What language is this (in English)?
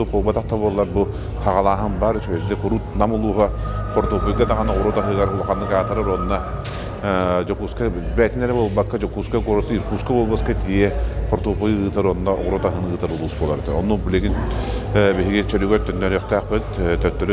Yakut